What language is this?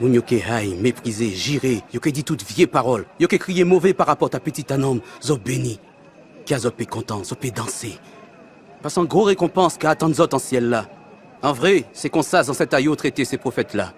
Guadeloupean Creole French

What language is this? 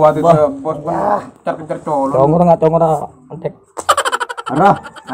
Madurese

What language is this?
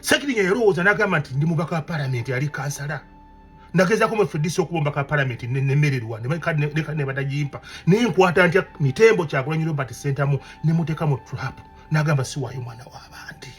Ganda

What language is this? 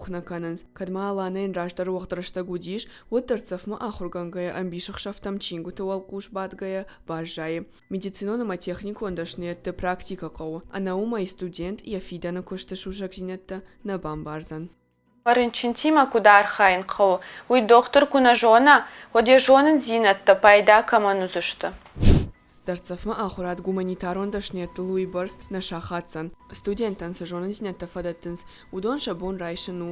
Ossetic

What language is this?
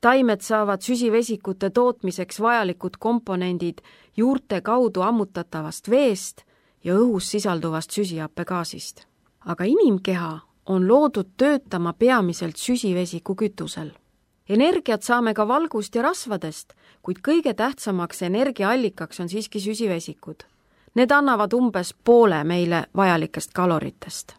Estonian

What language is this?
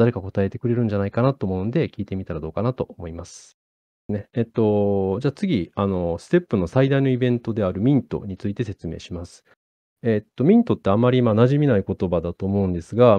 Japanese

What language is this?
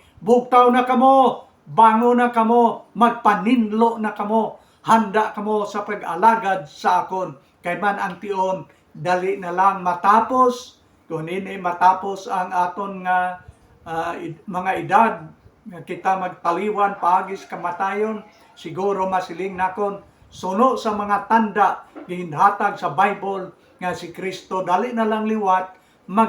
Hiligaynon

